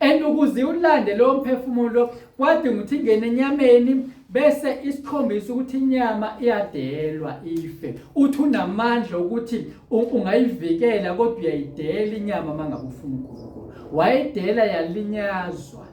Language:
Zulu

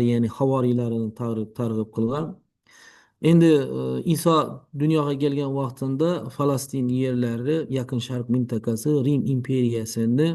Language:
Uzbek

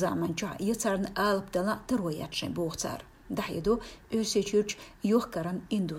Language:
Chechen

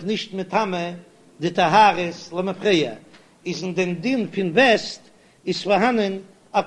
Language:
Yiddish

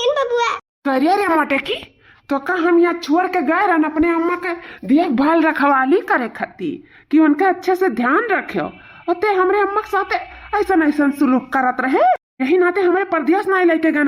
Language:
Awadhi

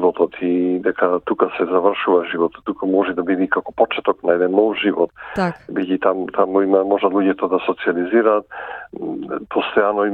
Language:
Macedonian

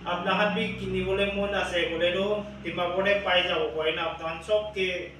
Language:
Naga Pidgin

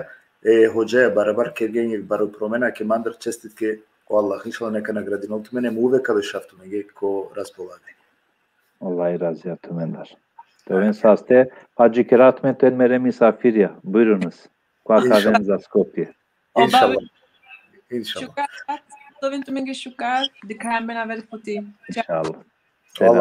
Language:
Balkan Romani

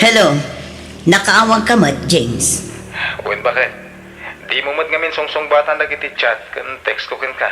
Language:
Iloko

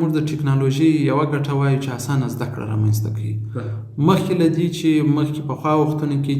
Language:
Pashto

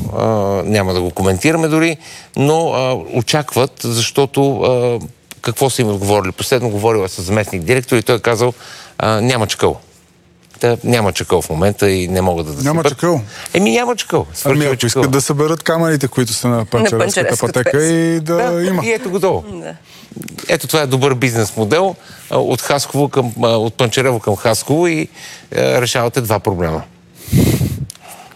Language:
Bulgarian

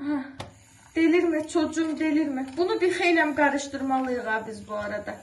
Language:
Azerbaijani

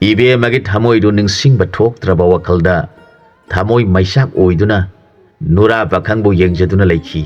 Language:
Manipuri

